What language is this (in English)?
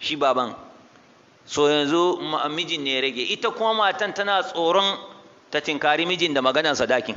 Hausa